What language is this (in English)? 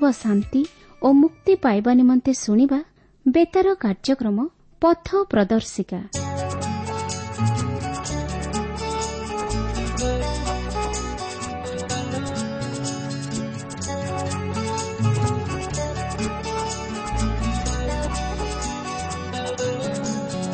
Odia